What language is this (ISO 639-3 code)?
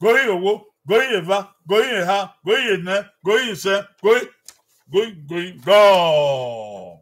bin